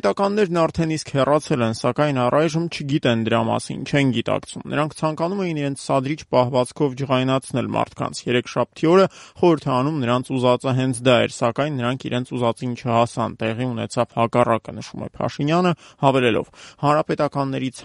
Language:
Armenian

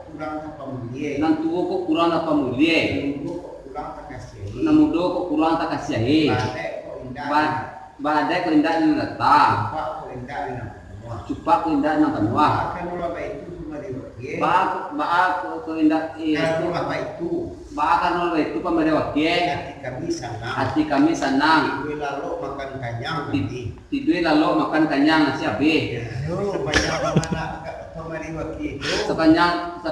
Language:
Minangkabau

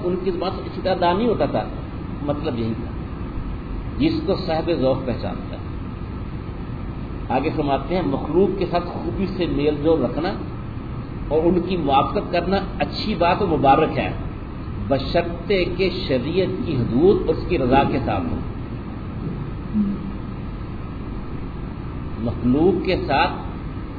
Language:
Urdu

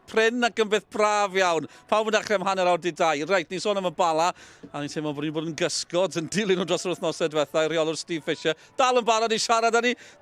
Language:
Welsh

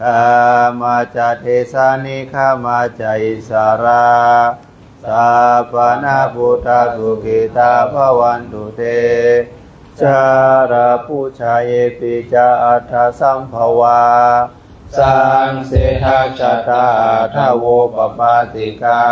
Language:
Pali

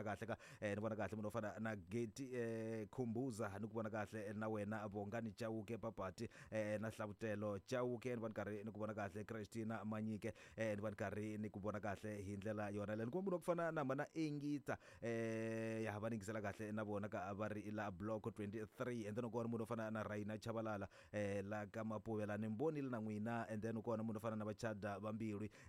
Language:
Tsonga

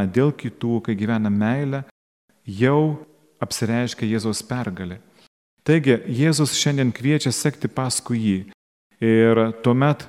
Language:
Lithuanian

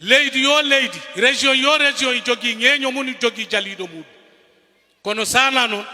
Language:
Fula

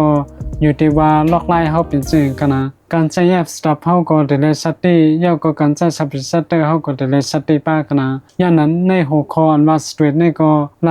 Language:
Shan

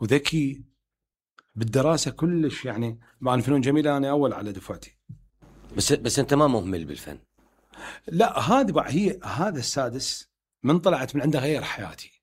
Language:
Mesopotamian Arabic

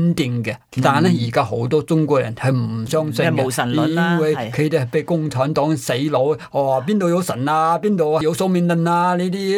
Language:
Cantonese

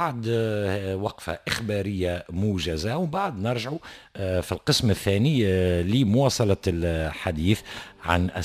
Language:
Tunisian Arabic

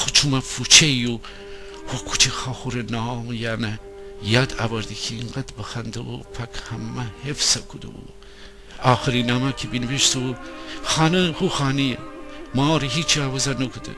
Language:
Gilaki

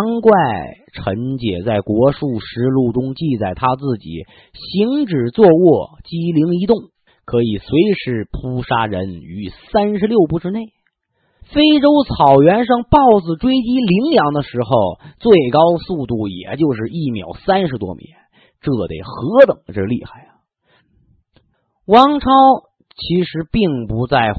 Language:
Chinese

